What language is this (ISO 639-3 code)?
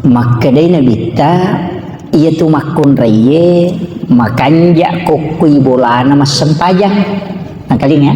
bug